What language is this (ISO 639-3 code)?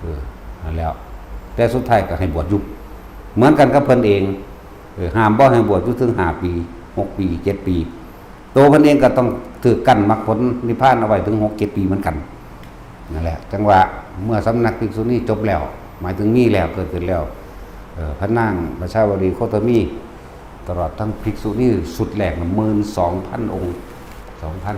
lao